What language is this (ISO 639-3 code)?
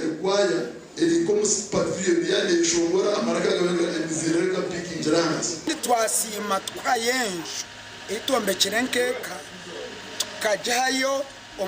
nyn